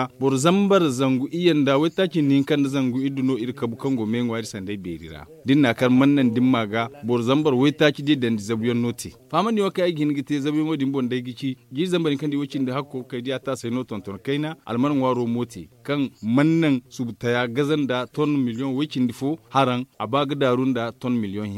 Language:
Zarma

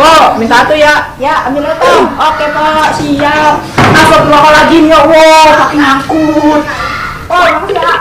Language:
Betawi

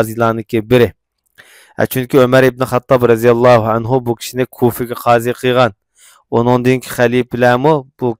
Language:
Uyghur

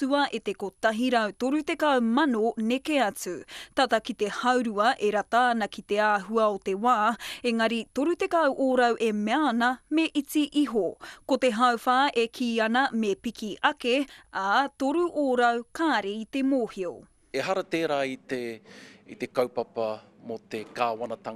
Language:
Māori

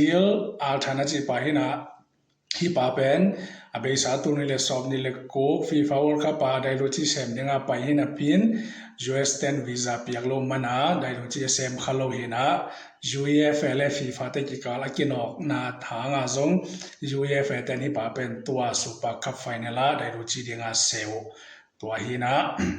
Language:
Tedim Chin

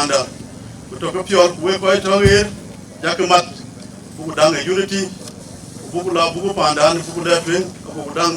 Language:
Dinka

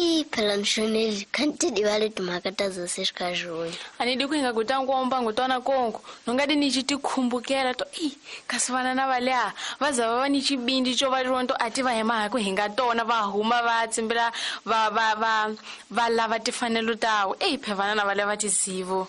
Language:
Tsonga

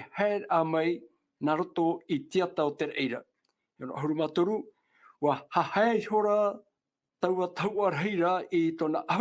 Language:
Tahitian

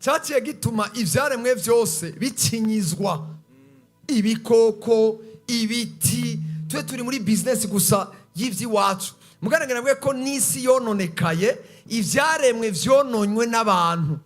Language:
Rundi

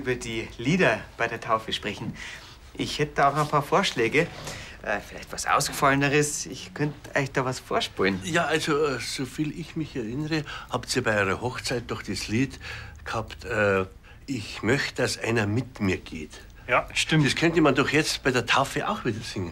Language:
Bavarian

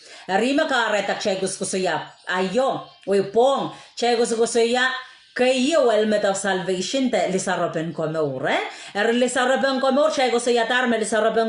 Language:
Pohnpeian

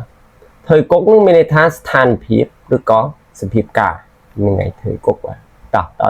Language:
Khmer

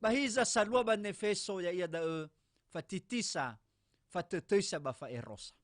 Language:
Nias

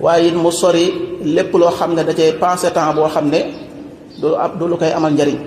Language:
Wolof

